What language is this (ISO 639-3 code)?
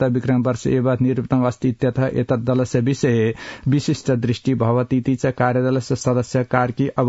san